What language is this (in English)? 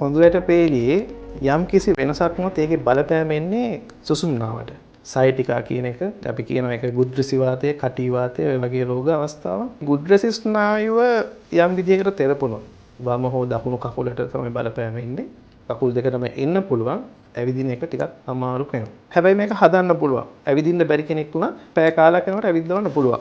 Sinhala